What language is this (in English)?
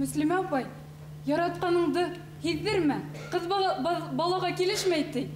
Bashkir